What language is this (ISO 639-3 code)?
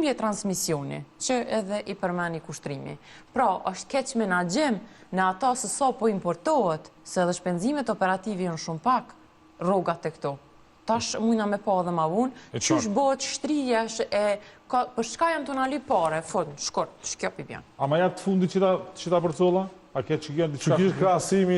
sqi